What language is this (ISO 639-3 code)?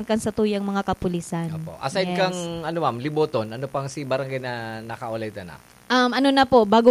bik